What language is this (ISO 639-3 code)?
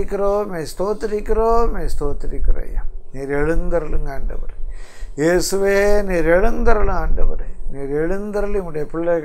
tam